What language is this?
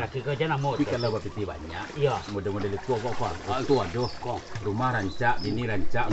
Minangkabau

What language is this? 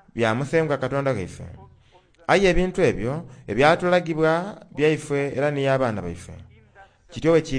Soga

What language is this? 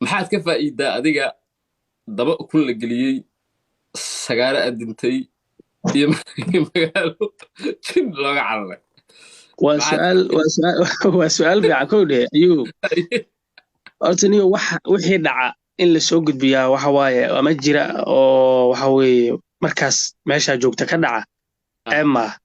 Somali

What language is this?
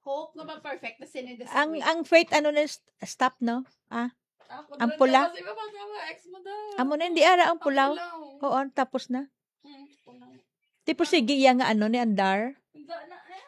Hiligaynon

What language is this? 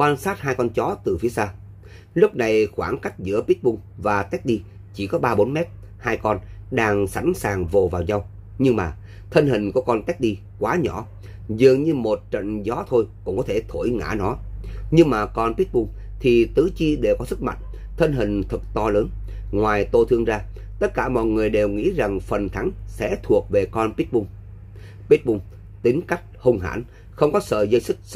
Vietnamese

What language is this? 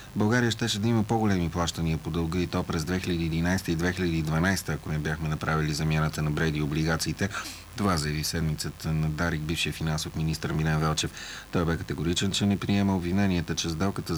Bulgarian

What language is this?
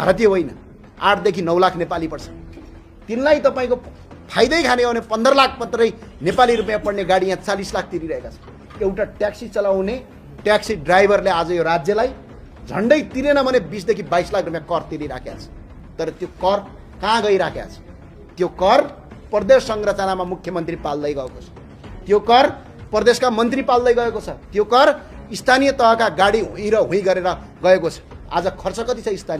Nepali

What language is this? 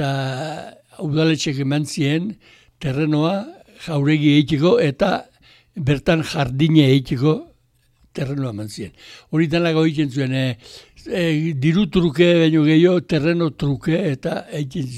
Basque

